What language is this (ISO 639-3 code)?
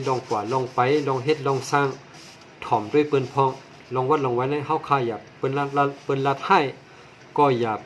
shn